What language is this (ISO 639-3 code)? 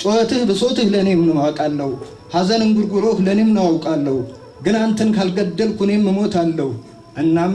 amh